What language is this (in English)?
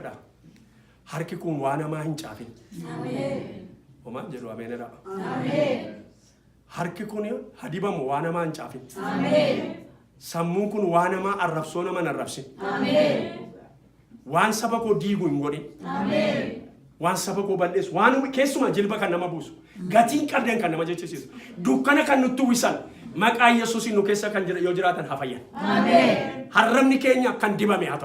Oromo